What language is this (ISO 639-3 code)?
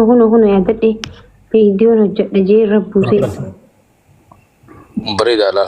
orm